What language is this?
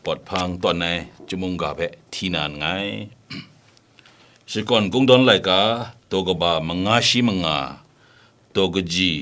Kachin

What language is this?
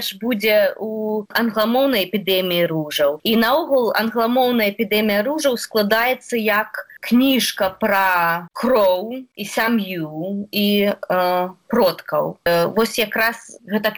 Belarusian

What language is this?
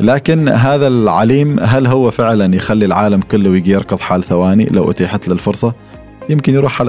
Gulf Arabic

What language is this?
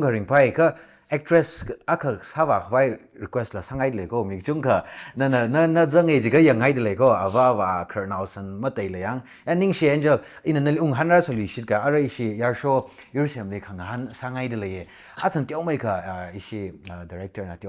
Tangkhul Naga (India)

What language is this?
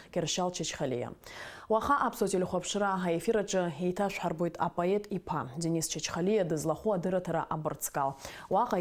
Abkhazian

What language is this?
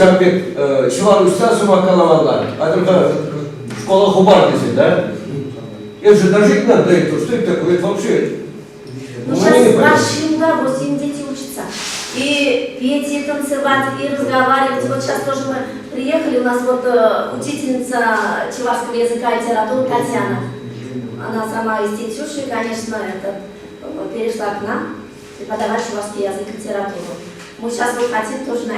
Chuvash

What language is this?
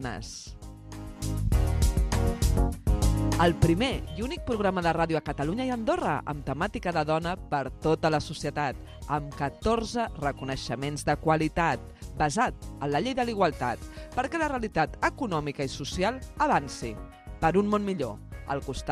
Catalan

